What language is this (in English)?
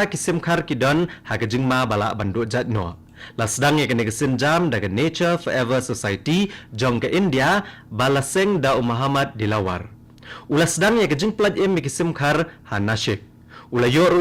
Khasi